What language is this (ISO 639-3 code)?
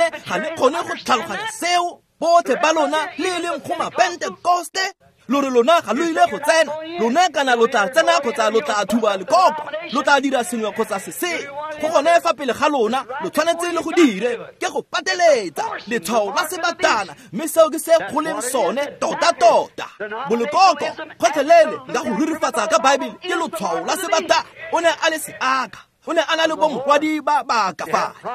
tsn